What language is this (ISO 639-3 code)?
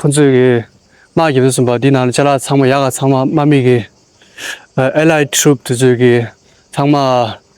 bod